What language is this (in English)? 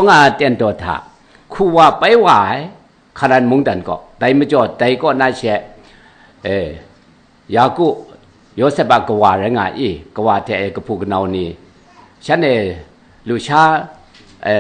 Kachin